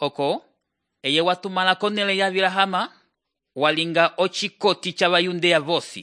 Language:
Umbundu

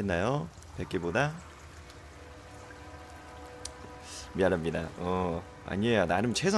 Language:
Korean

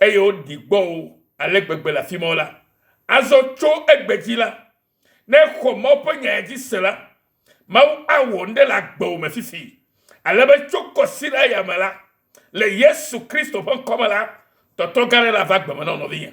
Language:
Ewe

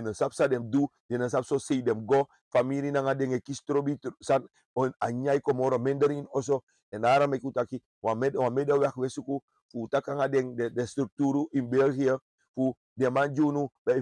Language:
Sranan Tongo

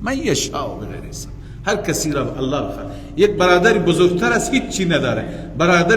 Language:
Persian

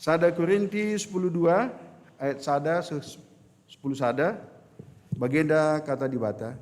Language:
Batak Karo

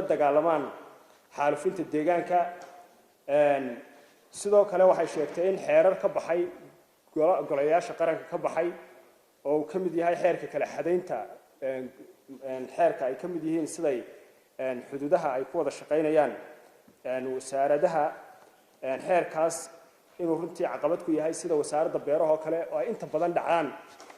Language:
Somali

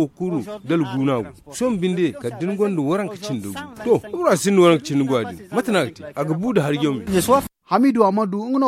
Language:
Zarma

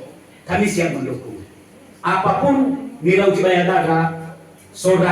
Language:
Nias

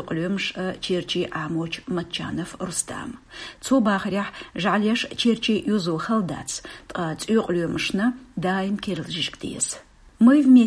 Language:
Belarusian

